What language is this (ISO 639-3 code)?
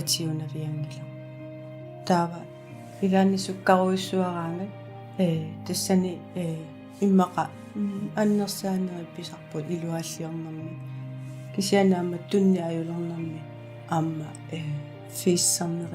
kal